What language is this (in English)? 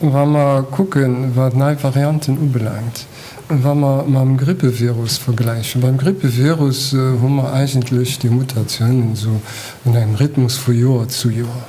Luxembourgish